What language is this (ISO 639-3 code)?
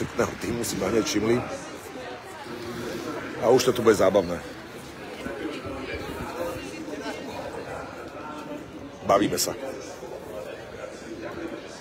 slk